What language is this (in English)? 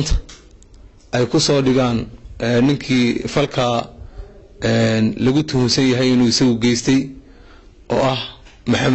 Somali